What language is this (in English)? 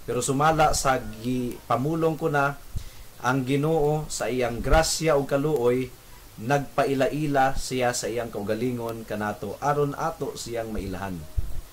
Cebuano